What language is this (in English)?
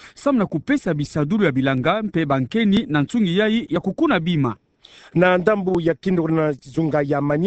Kituba (Democratic Republic of Congo)